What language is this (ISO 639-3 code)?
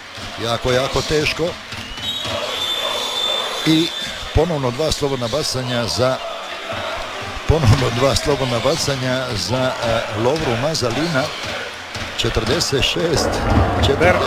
hrv